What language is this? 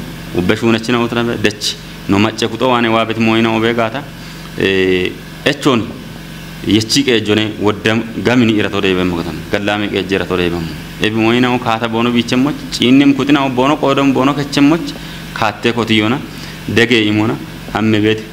Kafa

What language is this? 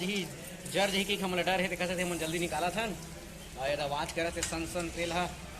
Chhattisgarhi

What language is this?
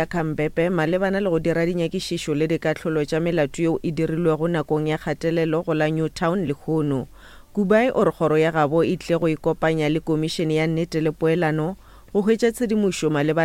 Northern Sotho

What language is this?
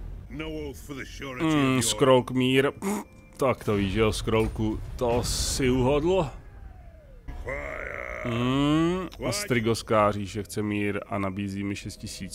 Czech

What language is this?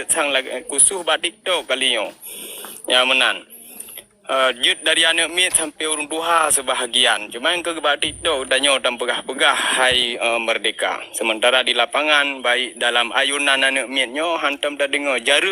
Achinese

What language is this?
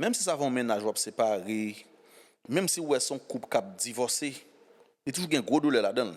Haitian Creole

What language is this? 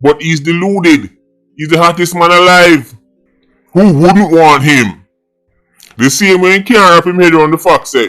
Jamaican Creole English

